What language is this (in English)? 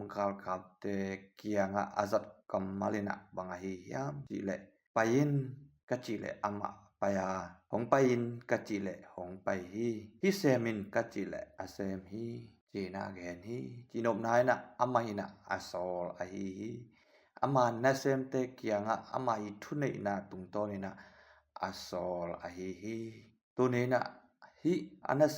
Tedim Chin